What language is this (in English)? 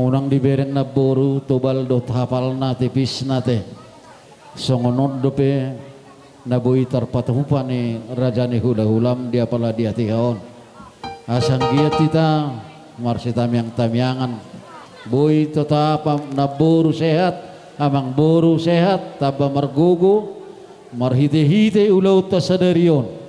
Batak Toba